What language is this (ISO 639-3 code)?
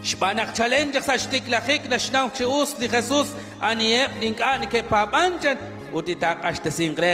kek